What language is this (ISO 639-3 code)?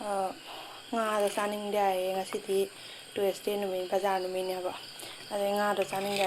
mni